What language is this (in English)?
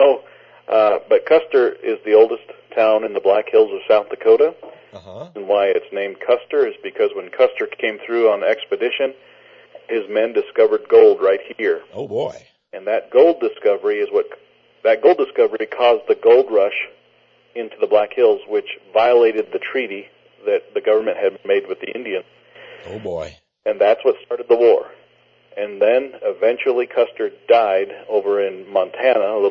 English